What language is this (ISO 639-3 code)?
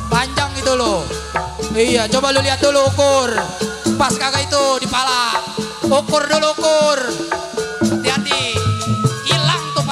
bew